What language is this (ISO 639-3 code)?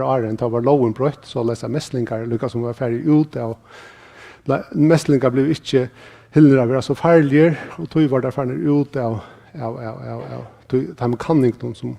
fao